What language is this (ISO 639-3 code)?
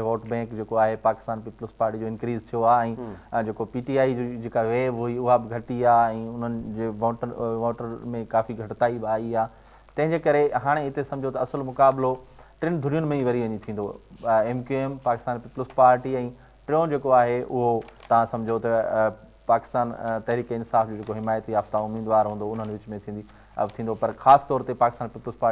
snd